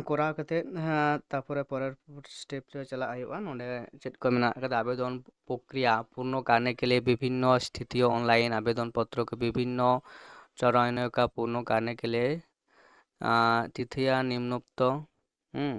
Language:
Santali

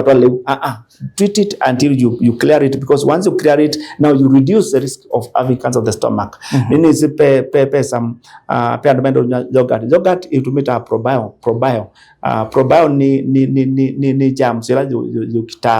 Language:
Kamba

